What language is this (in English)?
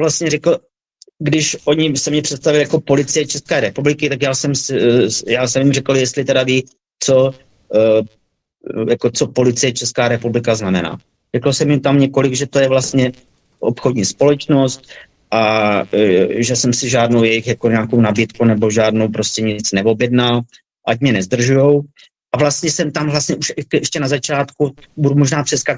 Czech